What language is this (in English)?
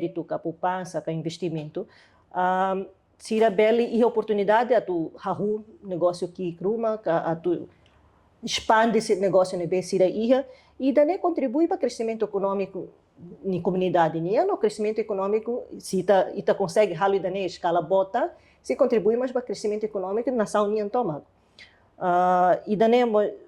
Tetum